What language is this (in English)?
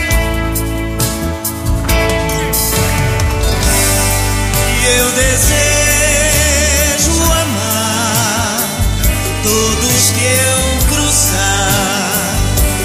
Portuguese